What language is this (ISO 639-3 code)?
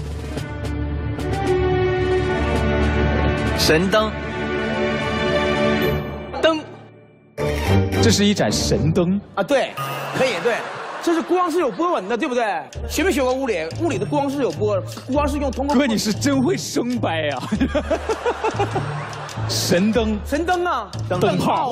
zho